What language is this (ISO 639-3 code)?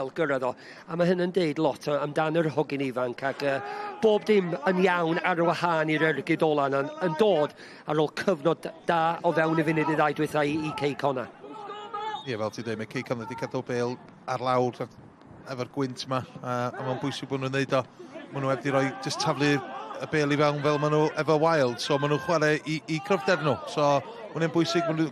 cym